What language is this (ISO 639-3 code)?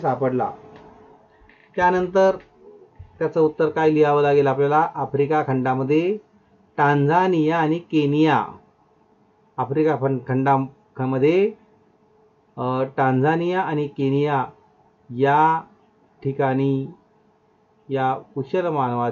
mar